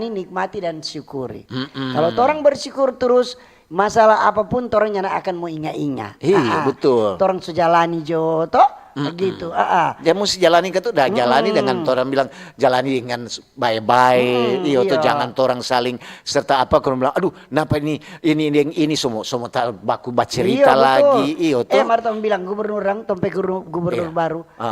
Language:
Manado Malay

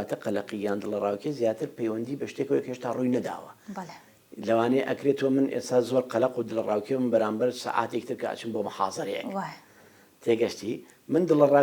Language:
Central Kurdish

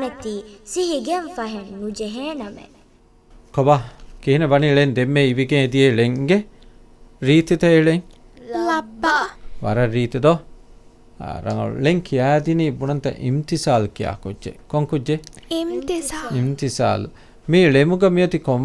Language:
Divehi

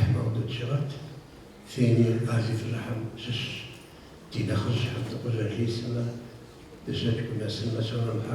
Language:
Kabardian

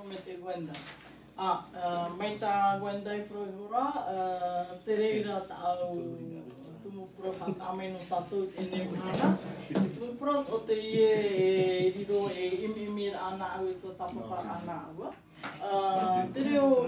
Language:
Tahitian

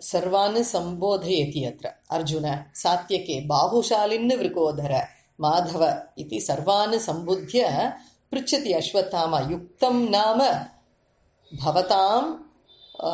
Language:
Sanskrit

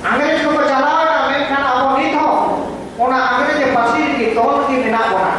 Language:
Santali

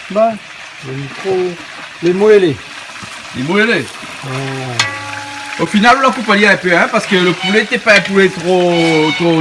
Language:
Réunion Creole French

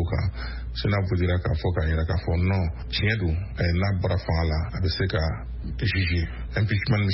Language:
Bambara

